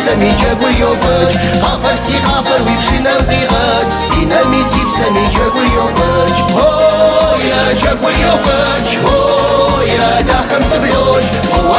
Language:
Kabardian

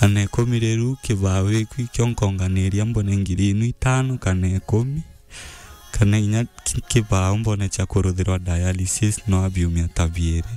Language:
Meru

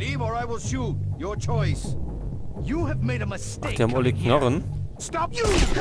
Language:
Bavarian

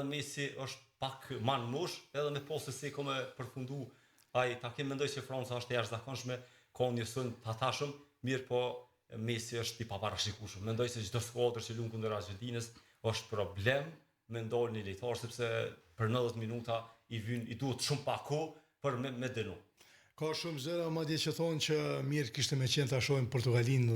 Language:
Albanian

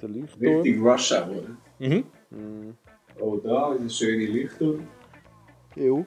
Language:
Swiss German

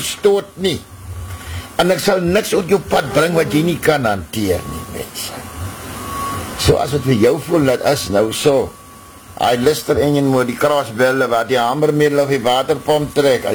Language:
Afrikaans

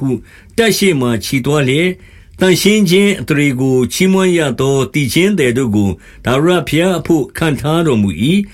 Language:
Burmese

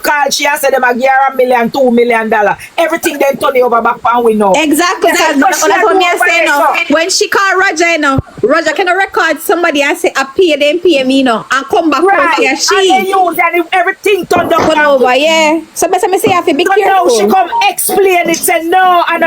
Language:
Jamaican Creole English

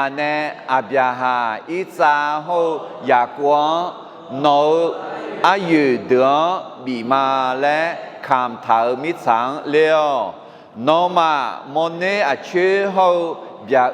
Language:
Akha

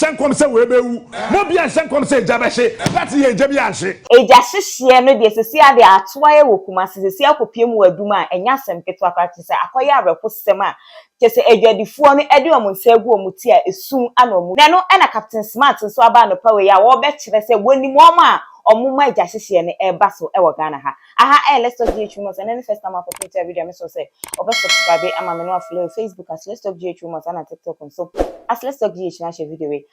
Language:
Akan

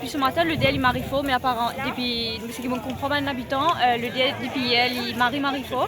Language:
Morisyen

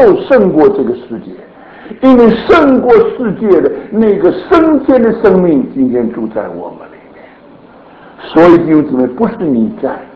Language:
Chinese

